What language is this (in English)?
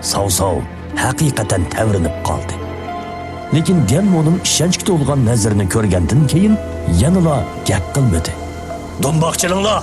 Uyghur